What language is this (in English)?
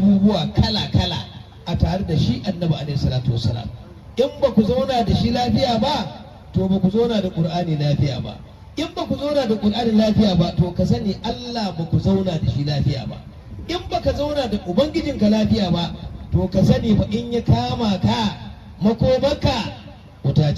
Hausa